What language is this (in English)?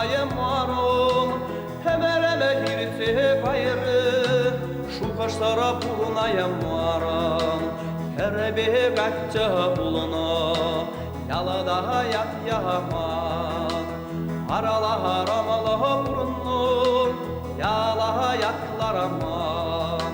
Chuvash